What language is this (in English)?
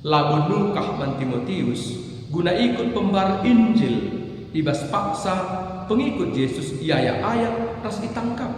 Batak Karo